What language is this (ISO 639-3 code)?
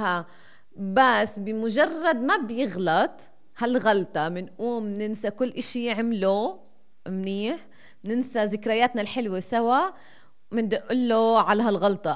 apc